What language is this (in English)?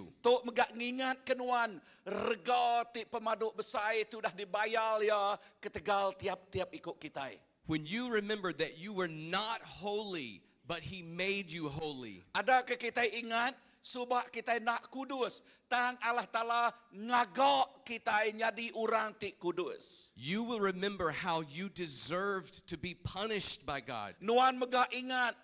Iban